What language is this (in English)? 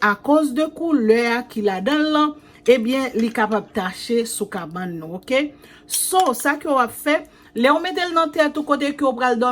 Haitian Creole